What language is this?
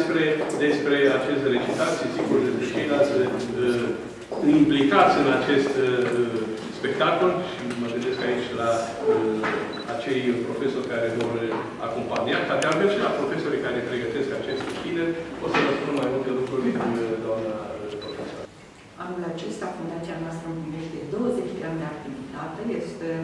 Romanian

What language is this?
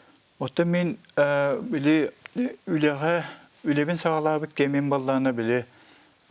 Yakut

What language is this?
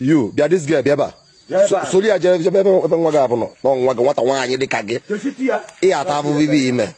Igbo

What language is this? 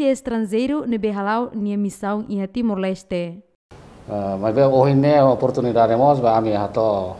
Tetum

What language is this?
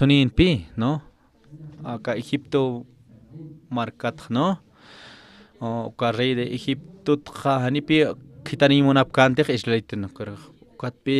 Aymara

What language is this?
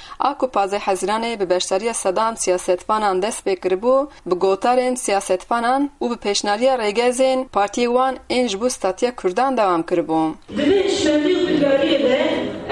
Kurdish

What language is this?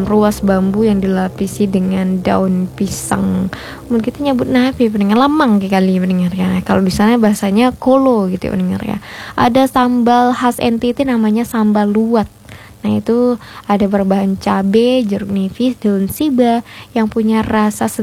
Indonesian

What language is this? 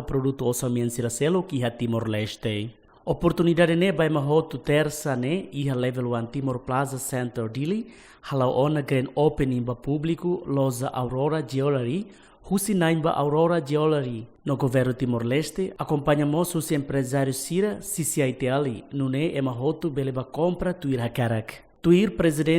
Tetum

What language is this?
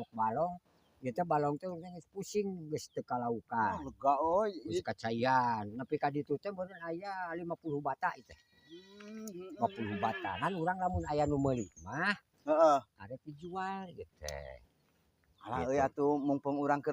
Sundanese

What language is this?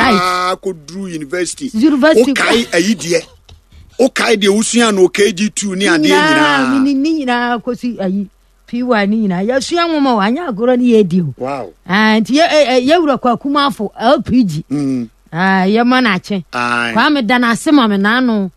Akan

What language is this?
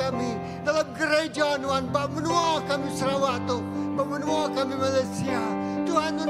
Iban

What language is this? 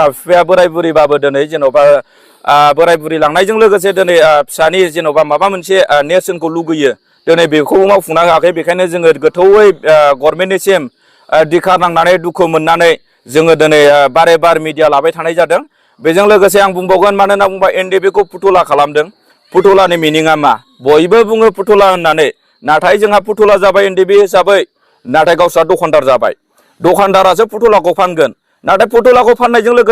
Bodo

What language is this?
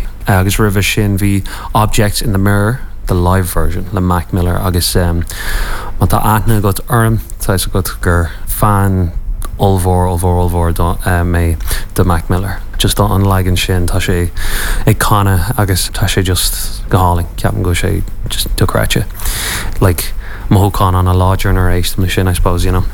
Irish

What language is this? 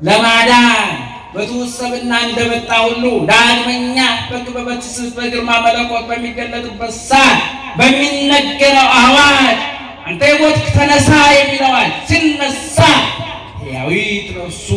Amharic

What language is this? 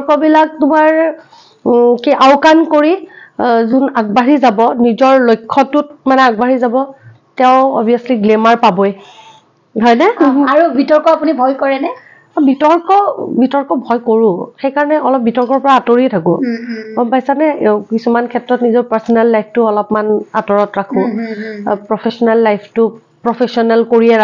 Assamese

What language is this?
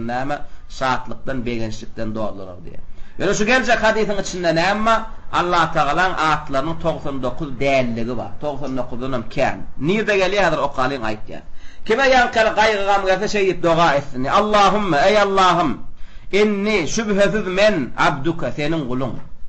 Turkmen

